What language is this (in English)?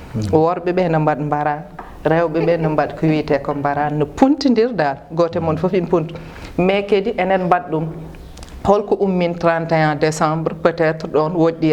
Fula